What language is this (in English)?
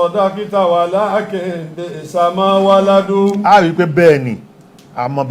Yoruba